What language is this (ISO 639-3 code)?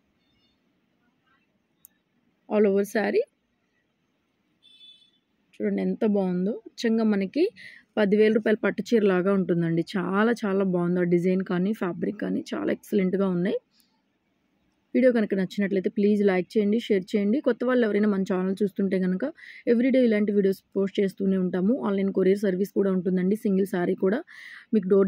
tel